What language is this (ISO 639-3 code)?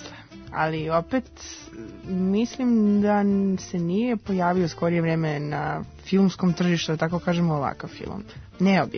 srp